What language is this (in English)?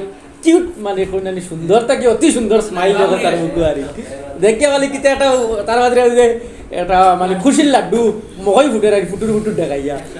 Sylheti